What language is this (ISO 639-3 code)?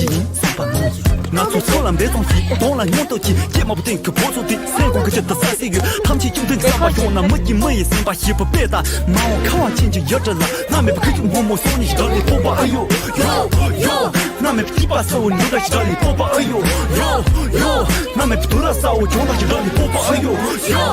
bod